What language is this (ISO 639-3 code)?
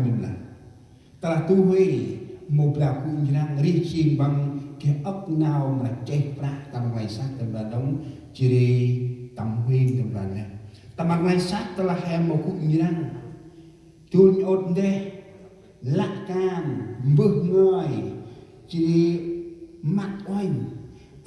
cmo